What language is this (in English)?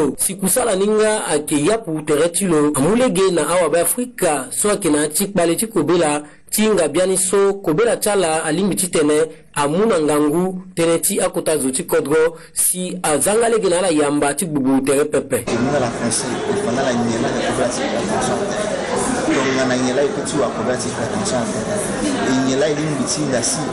Sango